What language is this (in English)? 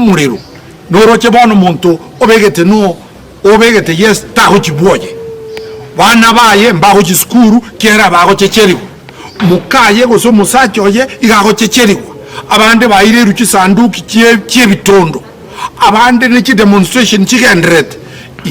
Gusii